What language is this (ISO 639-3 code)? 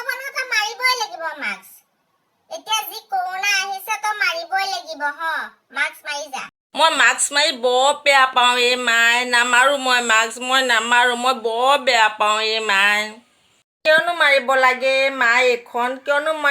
asm